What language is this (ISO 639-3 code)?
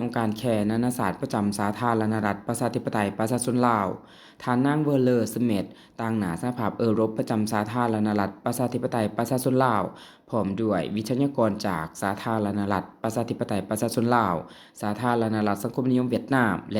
lao